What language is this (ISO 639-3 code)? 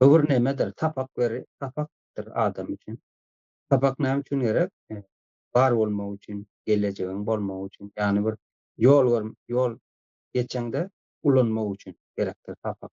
tuk